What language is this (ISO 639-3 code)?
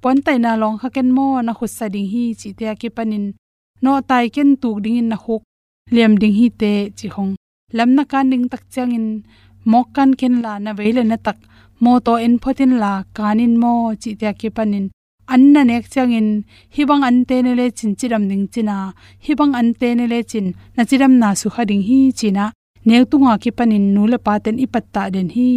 ctd